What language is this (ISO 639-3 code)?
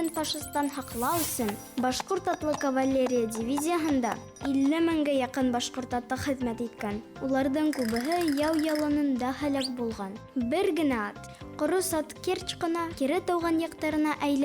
bak